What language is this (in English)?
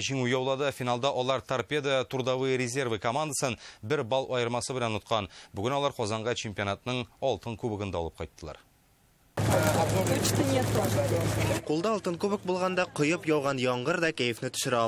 Tatar